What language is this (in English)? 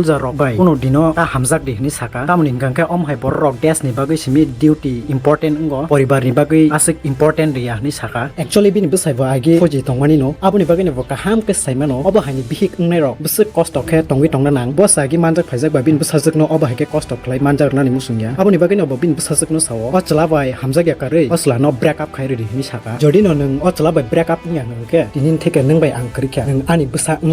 Kok Borok